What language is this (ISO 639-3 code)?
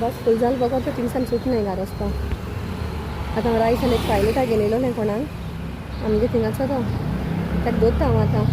kok